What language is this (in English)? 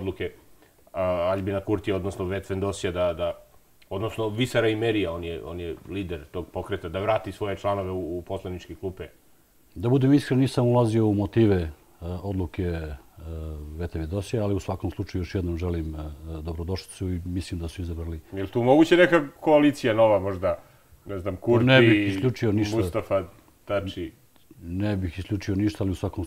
Serbian